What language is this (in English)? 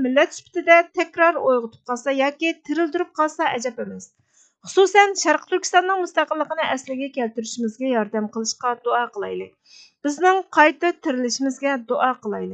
Uyghur